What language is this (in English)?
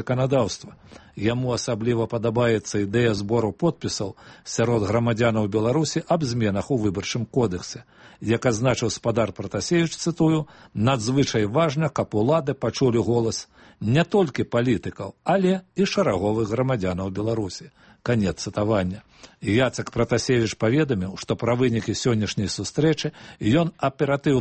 Belarusian